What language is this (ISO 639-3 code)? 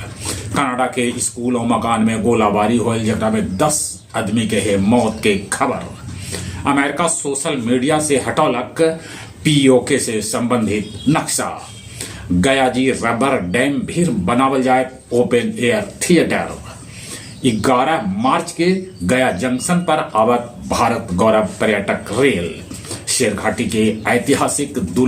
mag